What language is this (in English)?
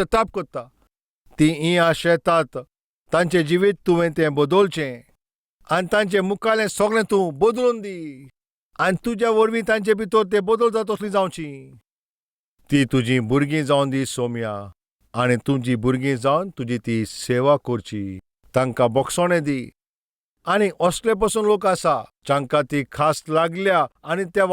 Konkani